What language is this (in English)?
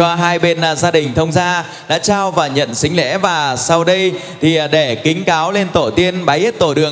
Vietnamese